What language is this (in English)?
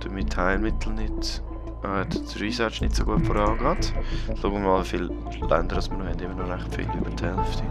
Swiss German